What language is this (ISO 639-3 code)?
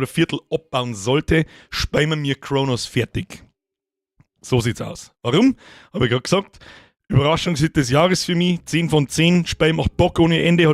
bar